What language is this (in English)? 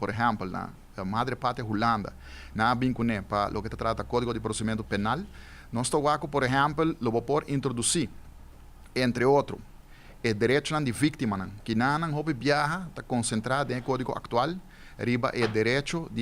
Papiamento